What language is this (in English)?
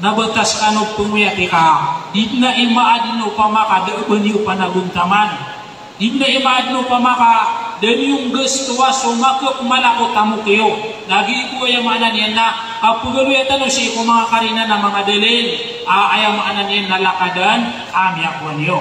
Maranao